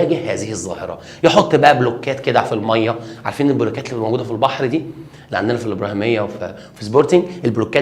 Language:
Egyptian Arabic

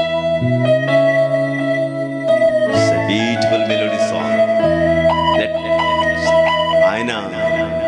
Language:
Telugu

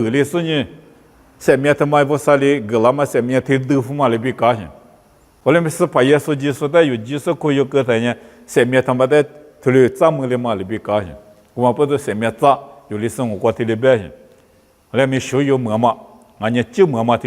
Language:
Lisu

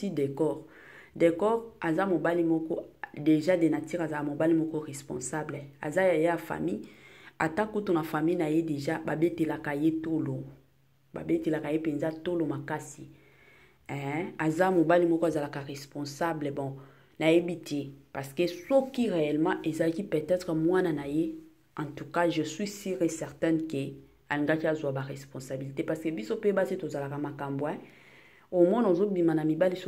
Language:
Lingala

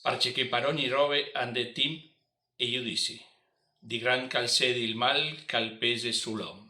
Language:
Friulian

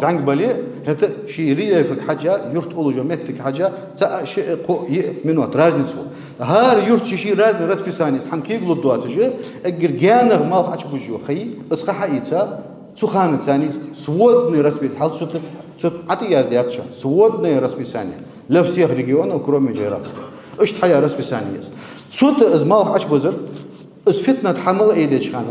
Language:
Ingush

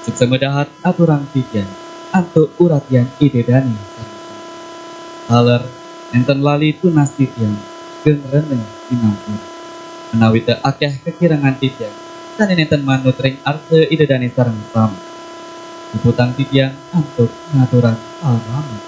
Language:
Balinese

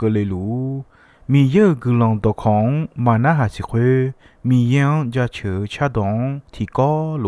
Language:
Akha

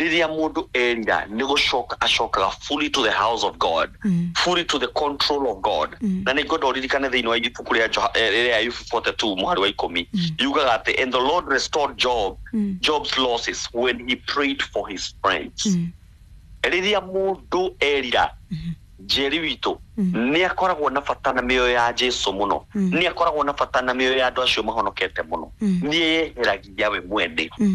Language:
Kikuyu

